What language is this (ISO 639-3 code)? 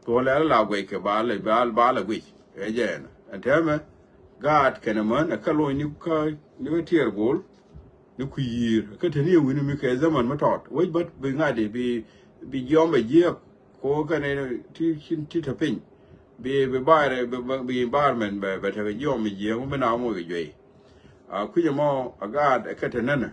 nus